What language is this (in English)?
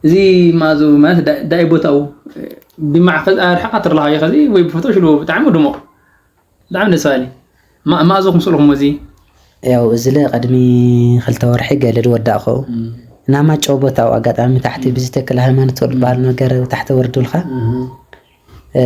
Tigrinya